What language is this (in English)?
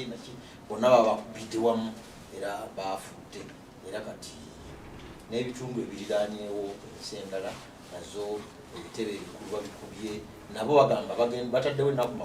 Ganda